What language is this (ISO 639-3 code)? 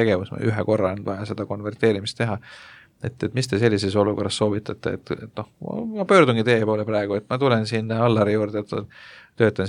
est